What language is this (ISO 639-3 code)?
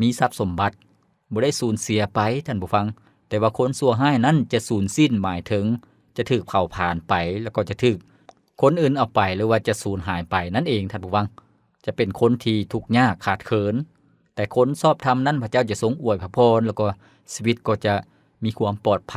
lao